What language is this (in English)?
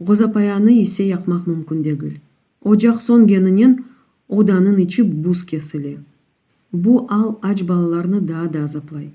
Crimean Tatar